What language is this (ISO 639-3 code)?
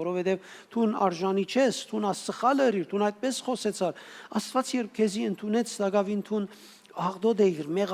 hyw